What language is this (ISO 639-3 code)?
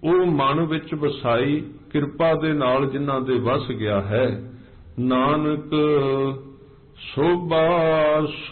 pan